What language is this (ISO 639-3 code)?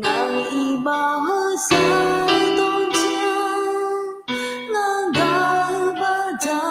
ahk